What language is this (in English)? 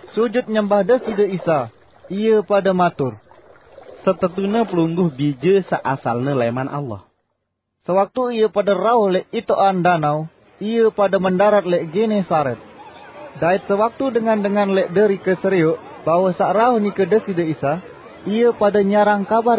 Sasak